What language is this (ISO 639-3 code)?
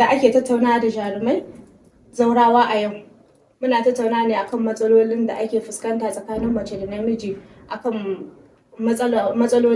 hau